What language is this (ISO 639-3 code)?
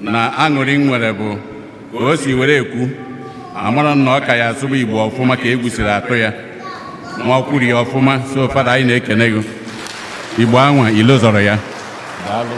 ibo